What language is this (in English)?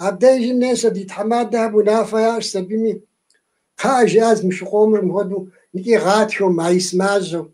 Kabardian